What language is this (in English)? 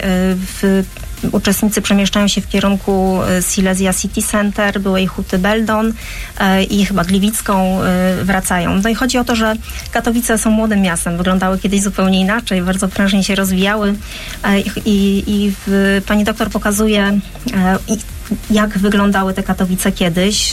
Polish